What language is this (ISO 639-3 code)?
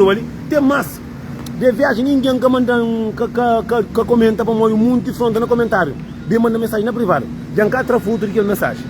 kea